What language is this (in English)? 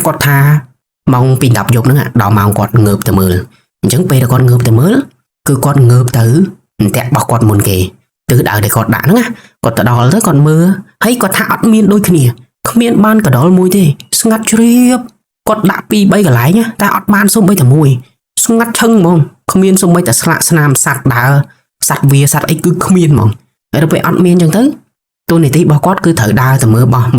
Khmer